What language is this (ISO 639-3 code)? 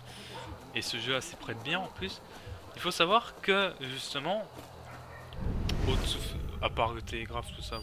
fra